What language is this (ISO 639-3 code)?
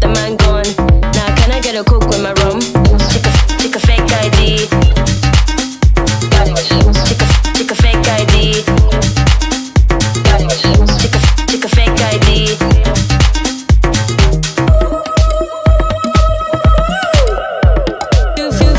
eng